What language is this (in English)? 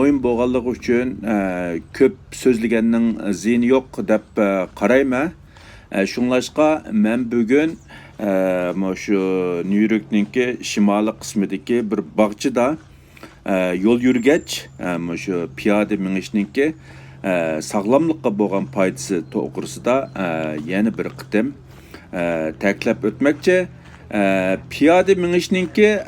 Uyghur